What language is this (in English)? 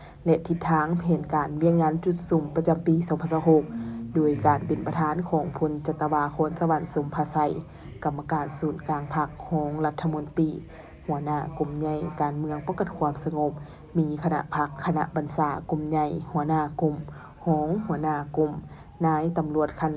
Lao